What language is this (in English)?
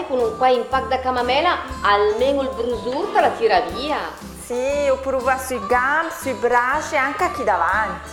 Lombard